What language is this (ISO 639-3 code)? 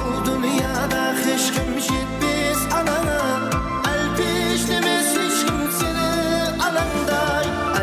kaa